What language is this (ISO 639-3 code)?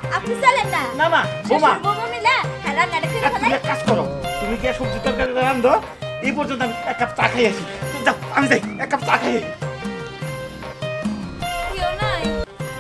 ben